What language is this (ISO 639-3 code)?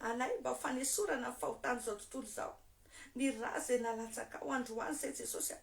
mlg